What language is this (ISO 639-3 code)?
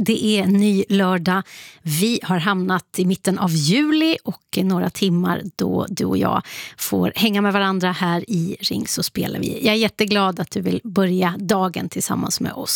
swe